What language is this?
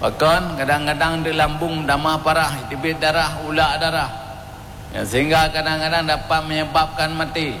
Achinese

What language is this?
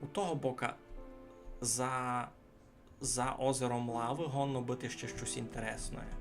Rusyn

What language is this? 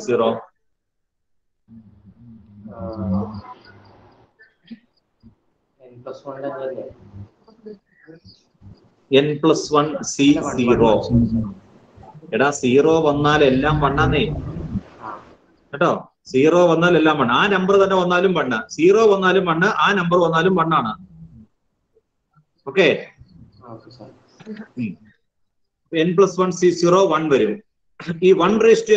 Malayalam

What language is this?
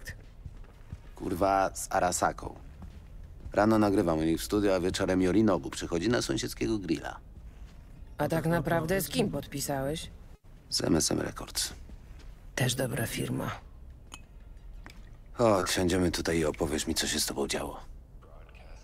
Polish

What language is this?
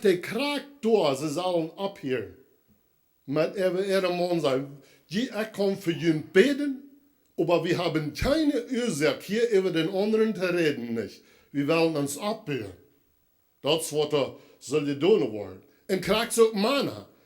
Plautdietsch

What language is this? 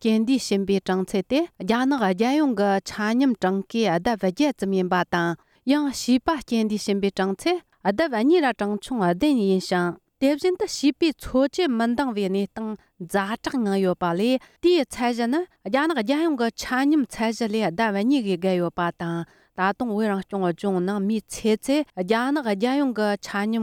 Tibetan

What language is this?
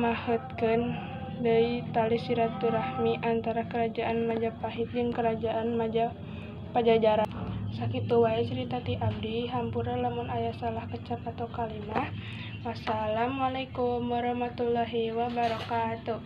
Sundanese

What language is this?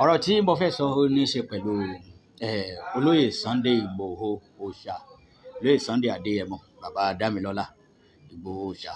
Yoruba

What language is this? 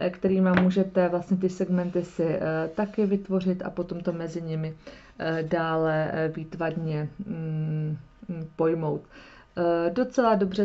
Czech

